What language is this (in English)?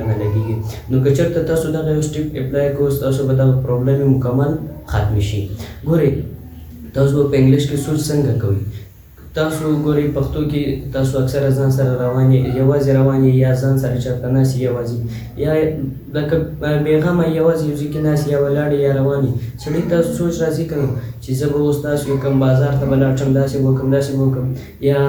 Pashto